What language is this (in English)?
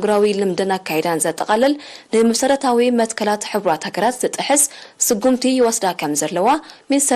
Tigrinya